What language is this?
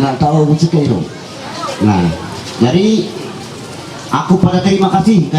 Ma'anyan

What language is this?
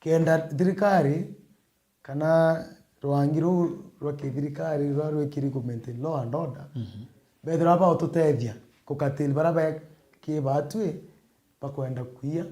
Meru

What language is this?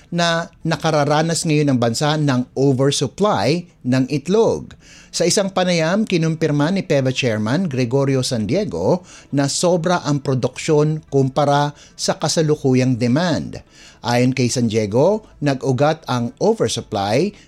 Filipino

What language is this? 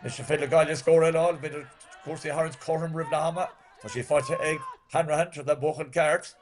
Irish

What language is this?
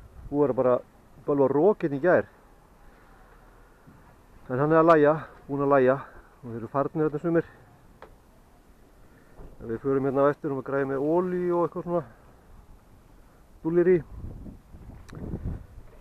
Icelandic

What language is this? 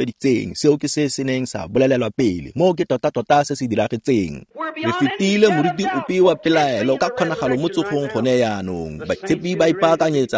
Tswana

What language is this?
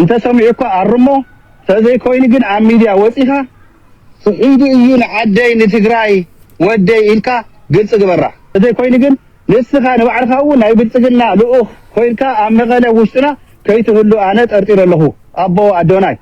Tigrinya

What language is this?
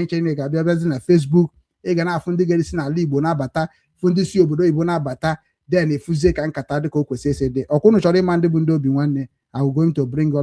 Igbo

